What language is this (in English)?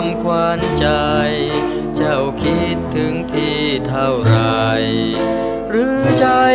Thai